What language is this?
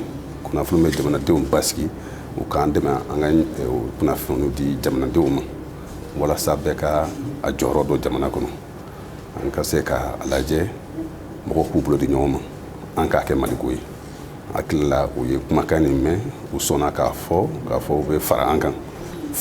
Bambara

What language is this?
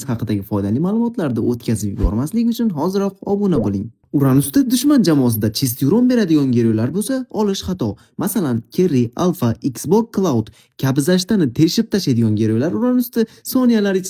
Uzbek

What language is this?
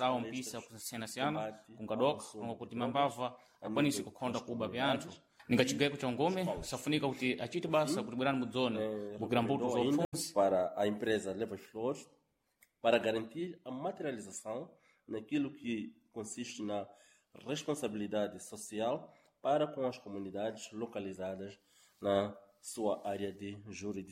Sena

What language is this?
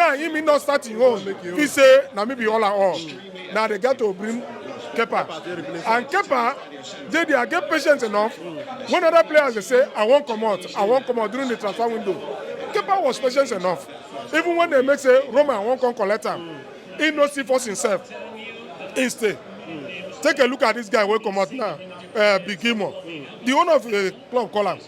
Nigerian Pidgin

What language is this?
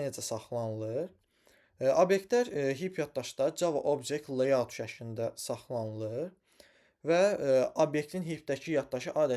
Azerbaijani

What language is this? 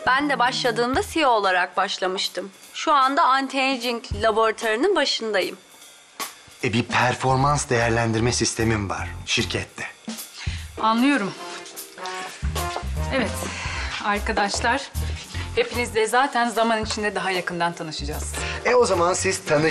Turkish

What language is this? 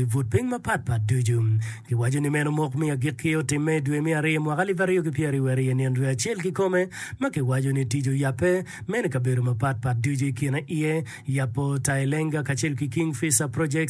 Acoli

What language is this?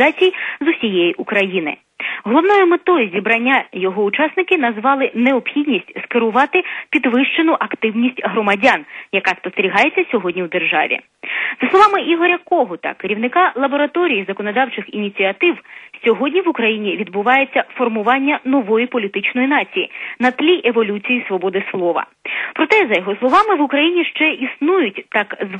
Ukrainian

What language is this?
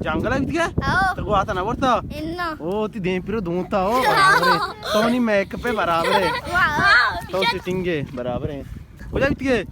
Baluchi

